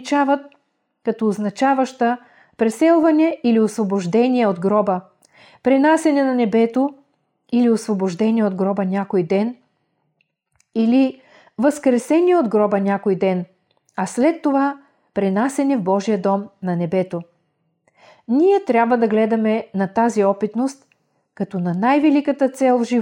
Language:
Bulgarian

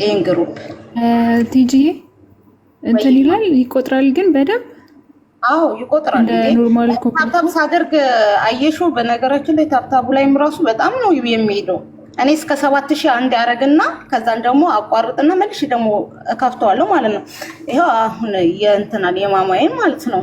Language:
Amharic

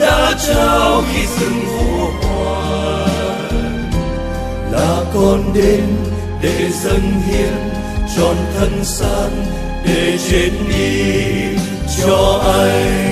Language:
Vietnamese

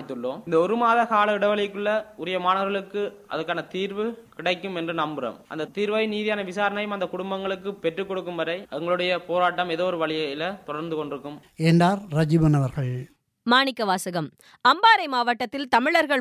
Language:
Tamil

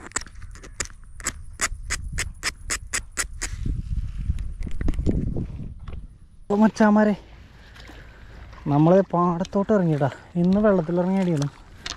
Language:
Malayalam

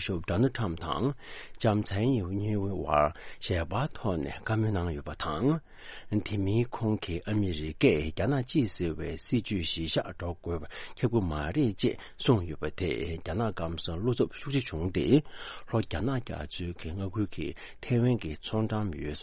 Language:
Tibetan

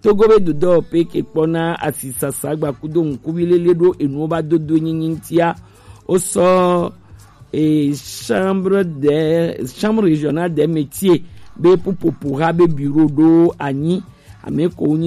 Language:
Gen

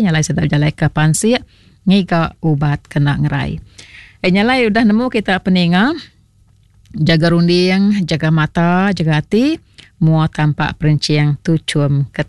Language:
Iban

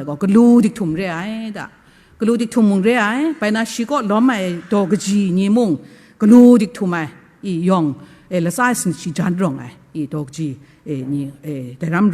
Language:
Kachin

